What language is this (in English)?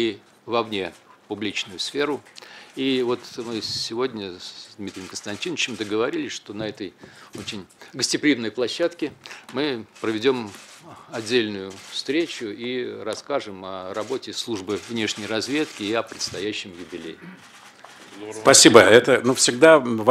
Russian